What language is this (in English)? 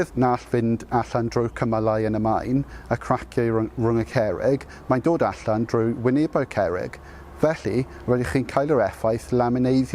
Welsh